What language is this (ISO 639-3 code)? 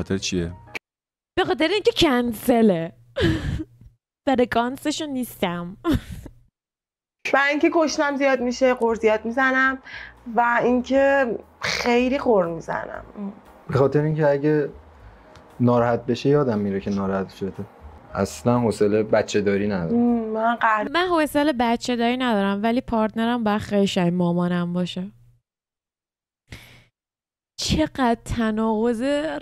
fas